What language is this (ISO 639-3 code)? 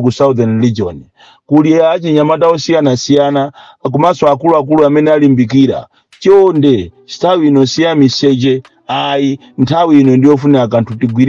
nya